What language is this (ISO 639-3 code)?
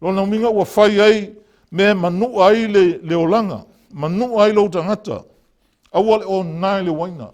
smo